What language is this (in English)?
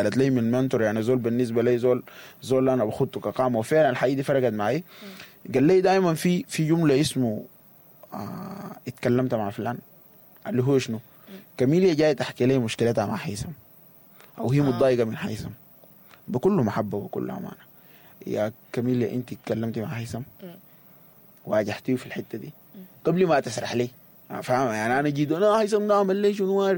Sudanese Arabic